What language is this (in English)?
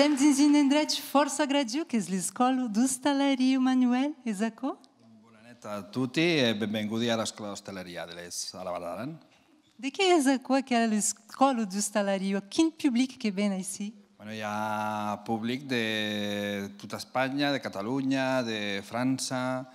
Occitan